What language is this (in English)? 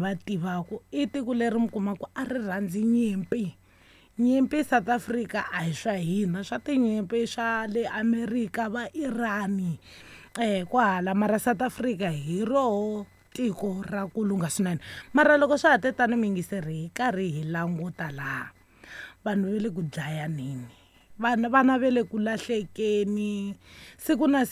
Tsonga